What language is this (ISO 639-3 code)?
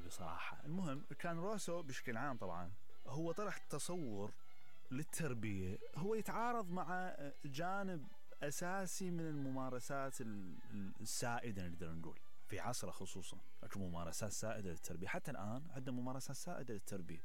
acm